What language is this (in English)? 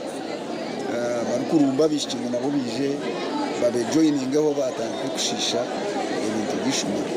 Nyankole